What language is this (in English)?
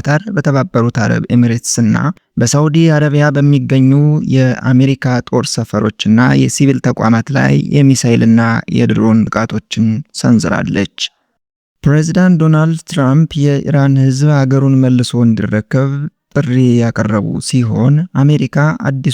Amharic